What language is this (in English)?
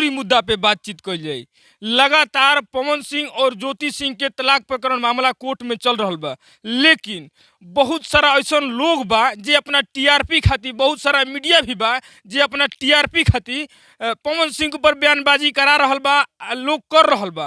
Bhojpuri